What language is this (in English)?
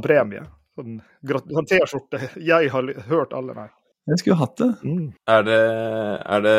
Norwegian